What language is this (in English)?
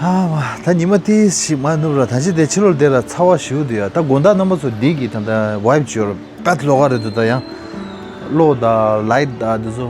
Tibetan